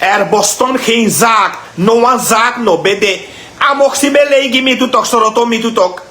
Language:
Sranan Tongo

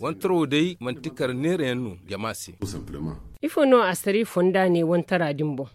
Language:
Zarma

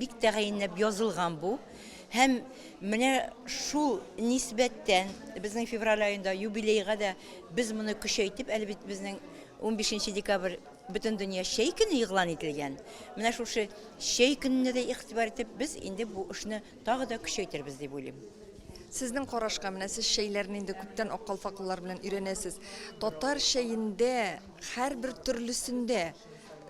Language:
Tatar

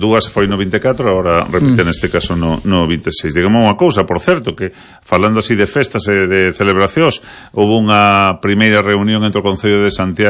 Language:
Galician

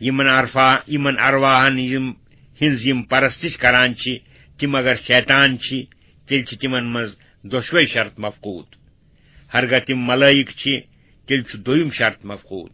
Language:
Kashmiri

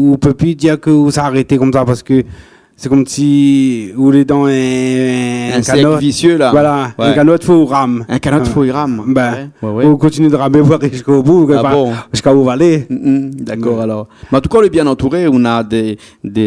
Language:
Réunion Creole French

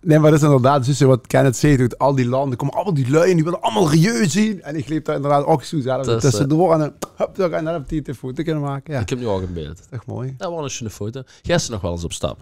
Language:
Limburgish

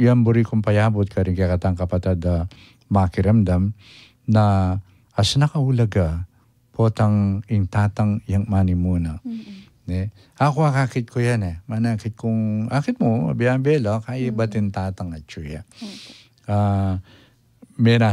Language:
Pampanga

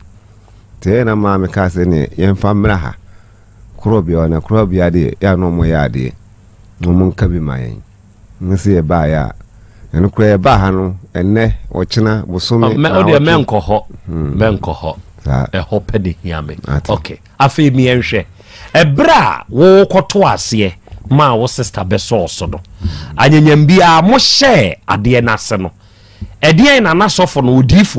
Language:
Akan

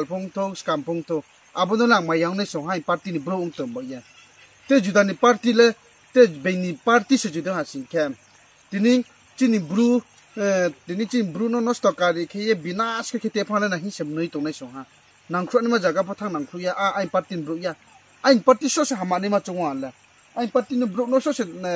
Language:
Riang (India)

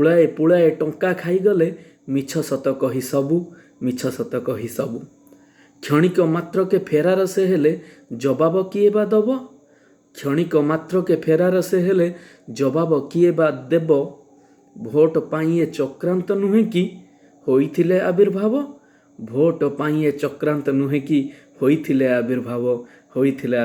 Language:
Odia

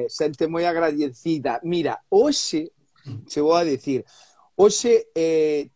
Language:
Galician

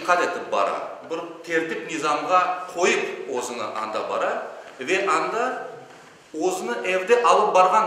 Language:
Crimean Tatar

